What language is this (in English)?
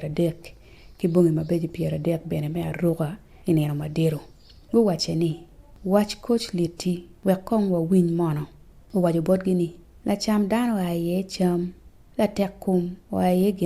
Acoli